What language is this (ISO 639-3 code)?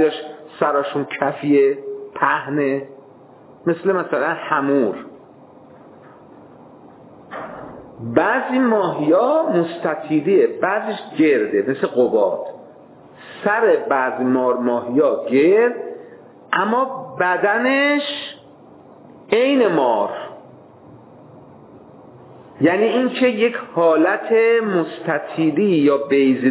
fas